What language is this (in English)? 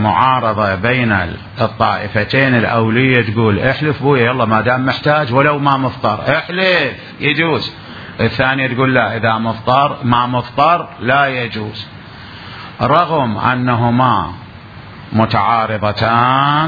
Mesopotamian Arabic